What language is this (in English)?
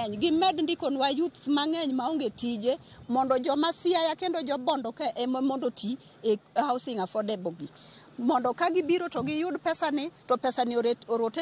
Luo (Kenya and Tanzania)